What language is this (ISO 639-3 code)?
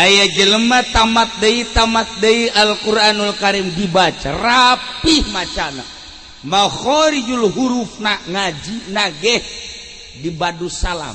sun